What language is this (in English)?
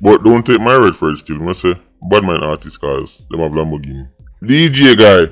Jamaican Creole English